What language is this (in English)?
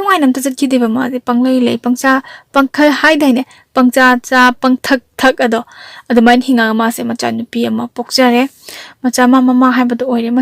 Manipuri